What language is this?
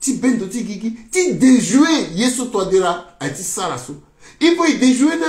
Sango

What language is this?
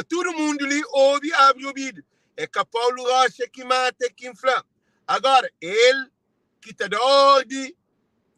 Kabuverdianu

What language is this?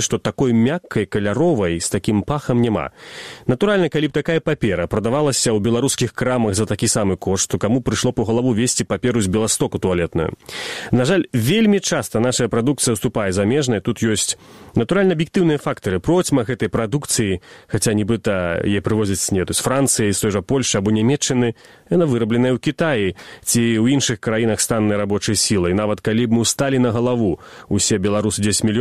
Belarusian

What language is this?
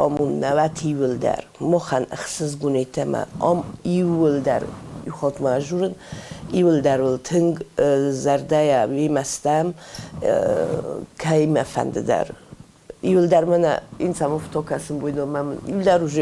Ossetic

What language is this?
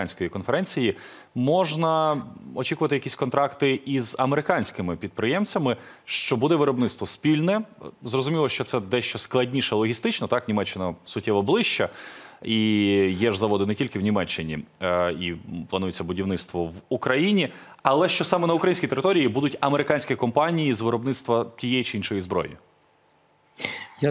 Ukrainian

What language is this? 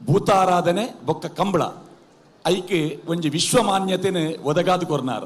Tulu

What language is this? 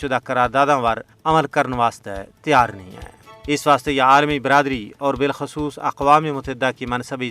Gujari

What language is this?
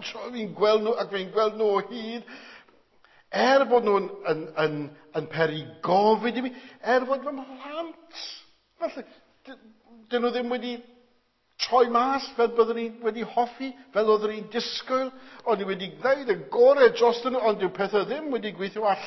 Welsh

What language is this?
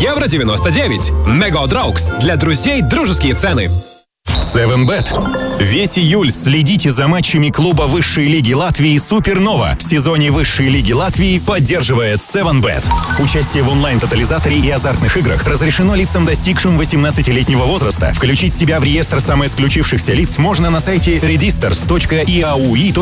Russian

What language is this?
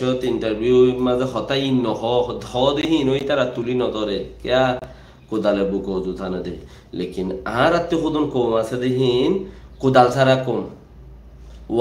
Rohingya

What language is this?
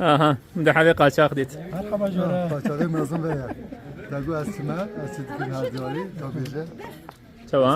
Kurdish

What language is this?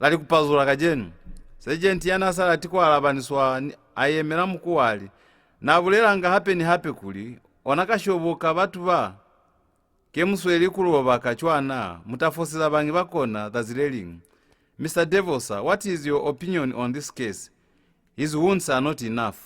Lozi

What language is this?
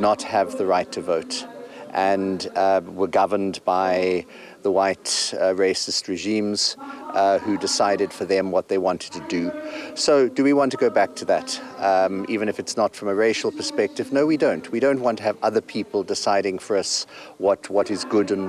Zulu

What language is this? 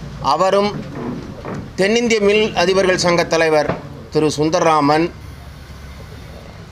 Tamil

